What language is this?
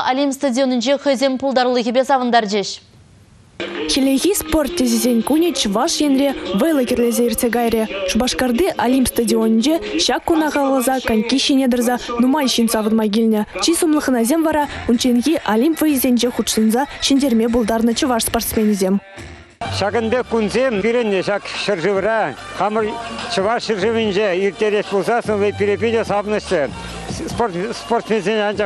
Chuvash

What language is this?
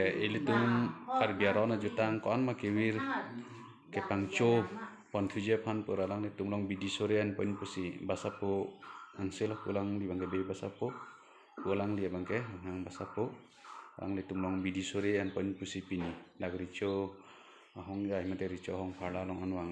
Karbi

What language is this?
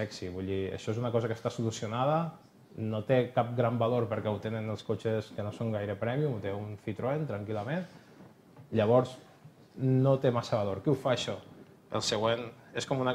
Catalan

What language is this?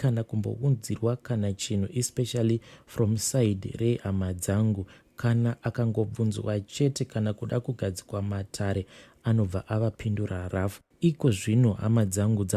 Shona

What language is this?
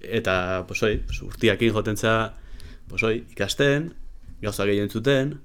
Basque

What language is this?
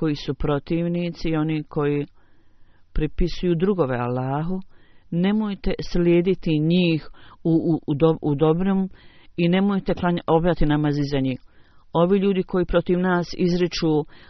Bosnian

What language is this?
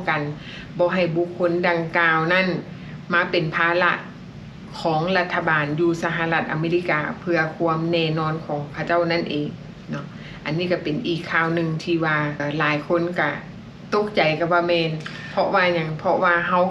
Lao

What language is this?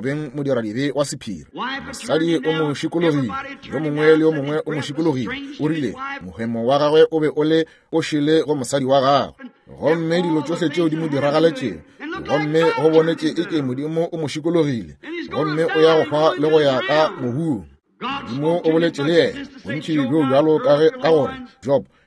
Northern Sotho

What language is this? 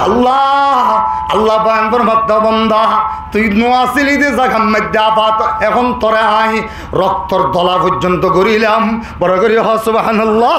Rohingya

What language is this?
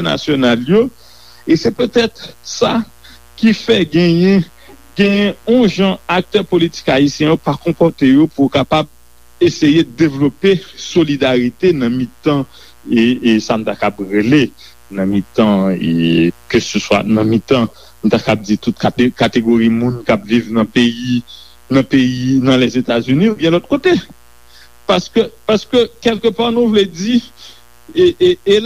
Haitian Creole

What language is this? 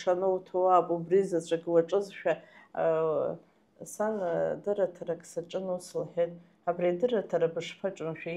Abkhazian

